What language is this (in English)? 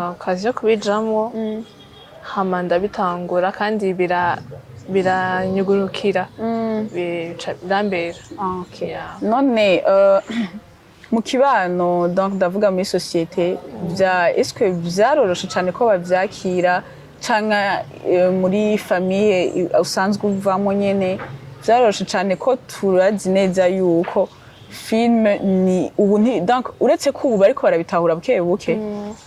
Rundi